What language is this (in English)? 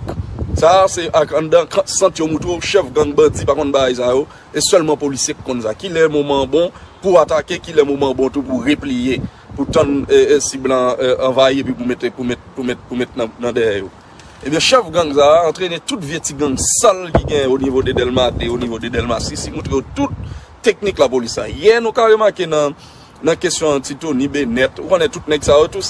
Haitian Creole